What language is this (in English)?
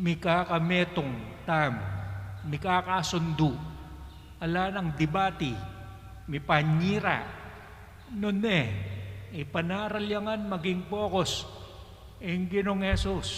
Pampanga